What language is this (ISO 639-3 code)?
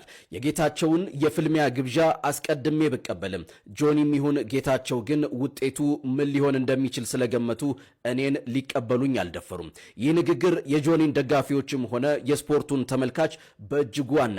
amh